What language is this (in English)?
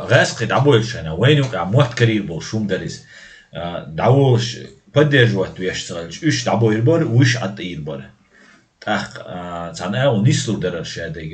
Chechen